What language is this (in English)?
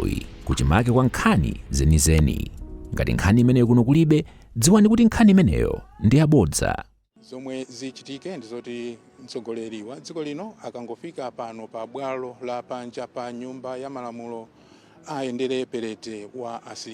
Nyanja